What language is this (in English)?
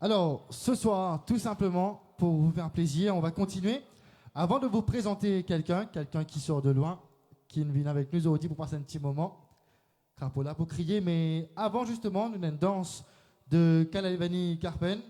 Morisyen